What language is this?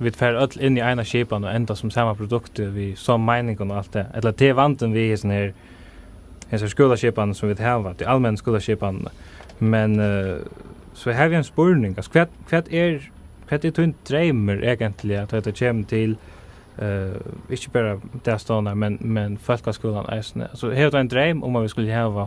Faroese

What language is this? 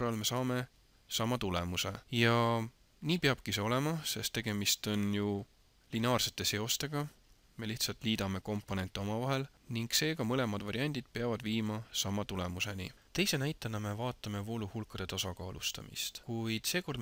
Estonian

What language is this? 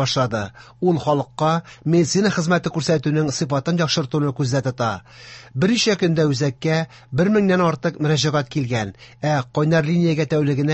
Tatar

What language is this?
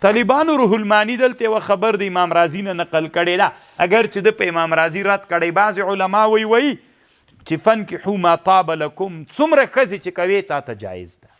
Pashto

